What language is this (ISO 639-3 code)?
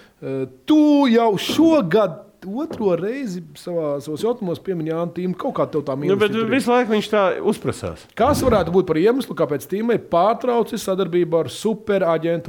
lav